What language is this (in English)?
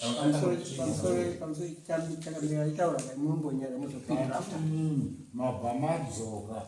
Shona